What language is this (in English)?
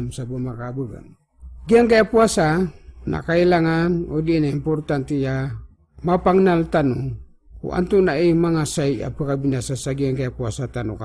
Maranao